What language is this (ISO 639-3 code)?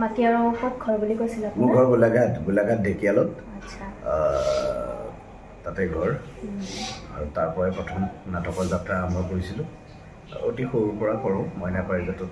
asm